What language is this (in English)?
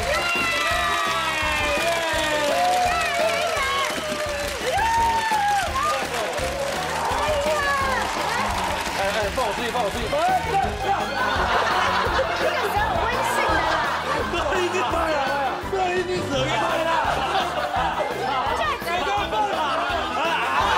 Chinese